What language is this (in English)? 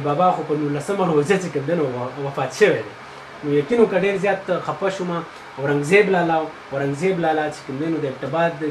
Pashto